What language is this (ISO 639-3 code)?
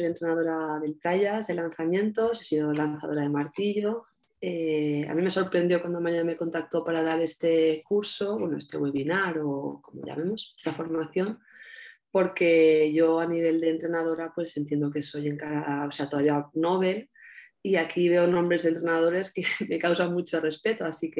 spa